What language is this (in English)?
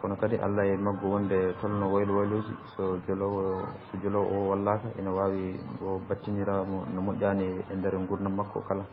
Fula